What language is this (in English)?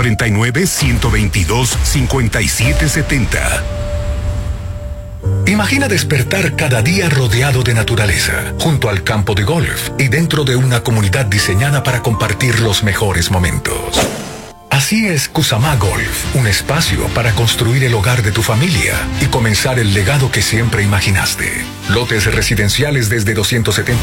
Spanish